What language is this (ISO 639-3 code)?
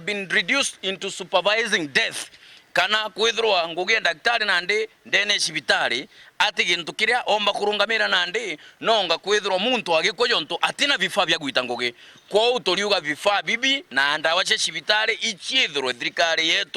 mer